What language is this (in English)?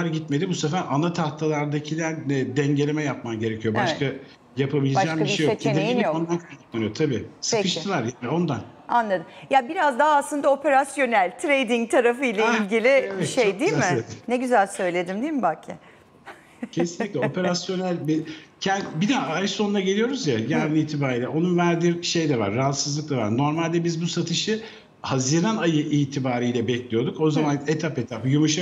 Turkish